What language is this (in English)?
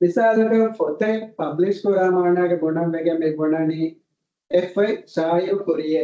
Divehi